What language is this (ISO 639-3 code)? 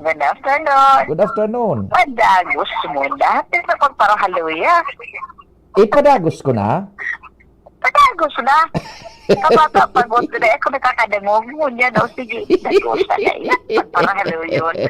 bik